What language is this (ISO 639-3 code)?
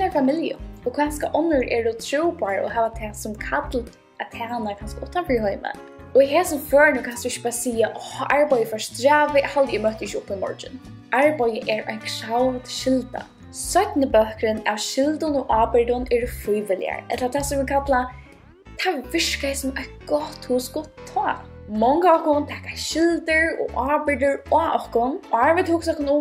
fao